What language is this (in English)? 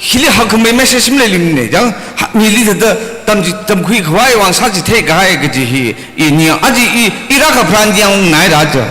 Tangkhul Naga (India)